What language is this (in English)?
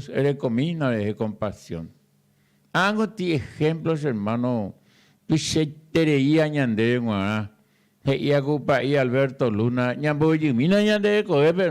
Guarani